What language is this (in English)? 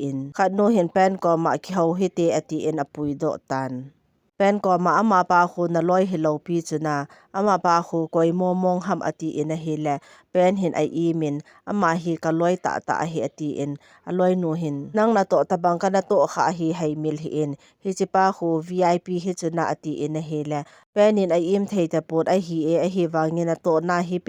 Thado Chin